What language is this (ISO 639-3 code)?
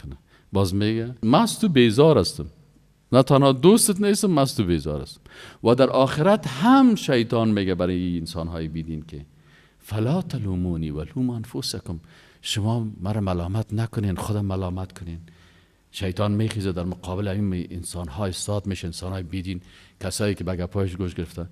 fas